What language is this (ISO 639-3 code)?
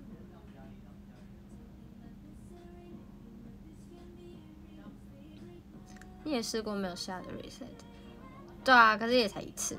zho